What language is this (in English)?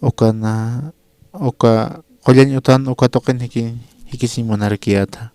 Aymara